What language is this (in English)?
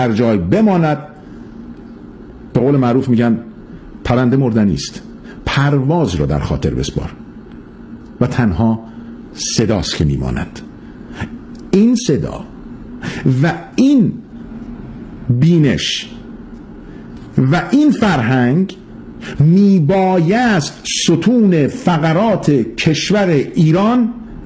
Persian